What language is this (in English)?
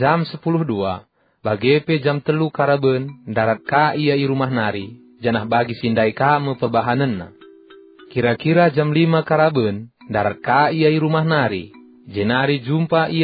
Batak Karo